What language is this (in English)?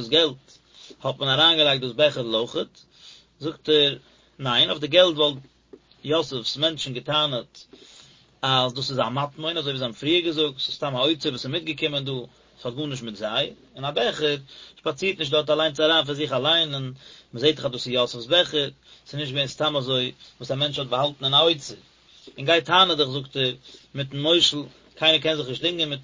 Yiddish